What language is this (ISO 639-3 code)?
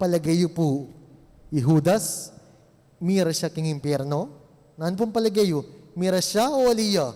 pam